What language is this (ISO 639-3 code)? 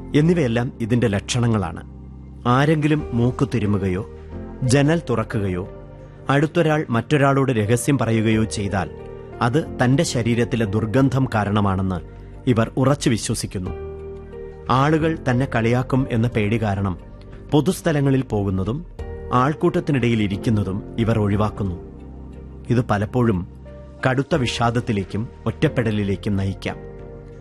mal